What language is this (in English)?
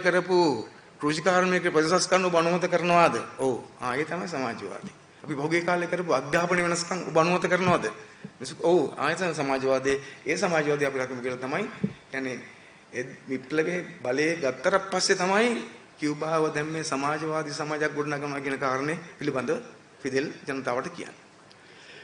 Sinhala